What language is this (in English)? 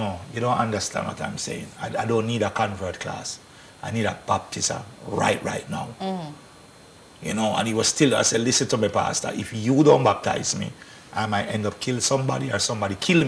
Jamaican Creole English